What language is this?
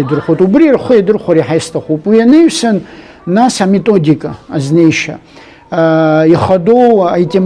Abkhazian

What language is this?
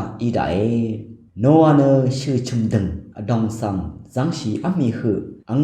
Rawang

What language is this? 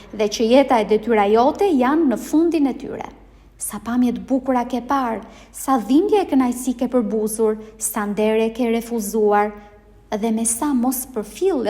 Albanian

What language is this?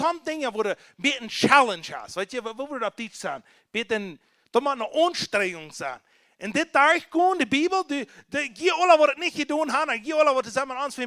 Plautdietsch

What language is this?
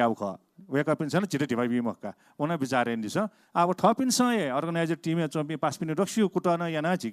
Newari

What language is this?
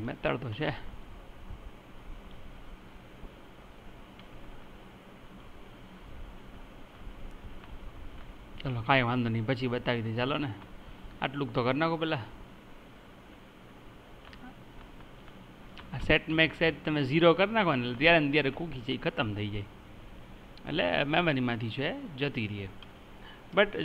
Gujarati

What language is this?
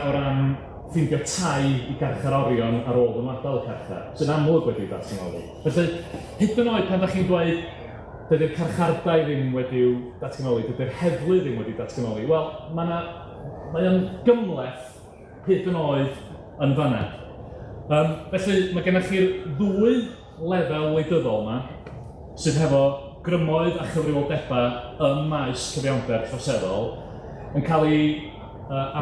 Welsh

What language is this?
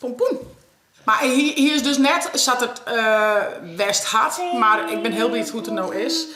Western Frisian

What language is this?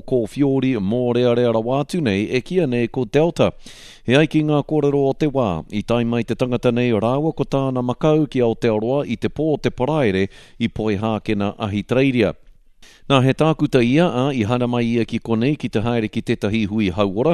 Māori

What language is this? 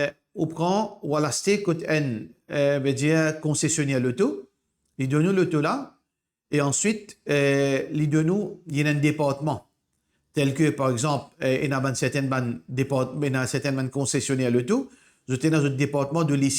Morisyen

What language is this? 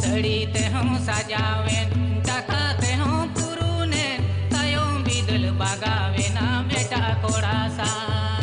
Santali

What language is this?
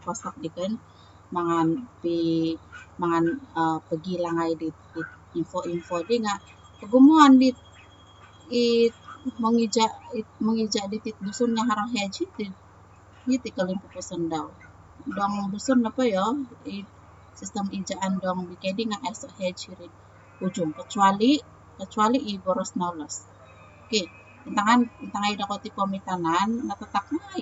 Central Dusun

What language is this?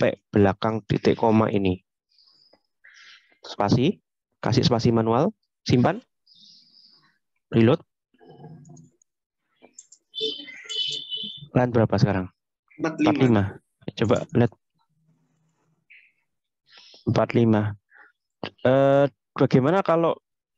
Indonesian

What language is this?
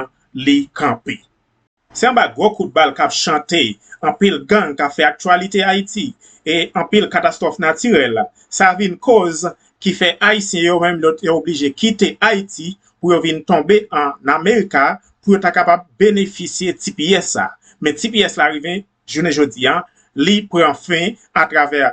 Haitian Creole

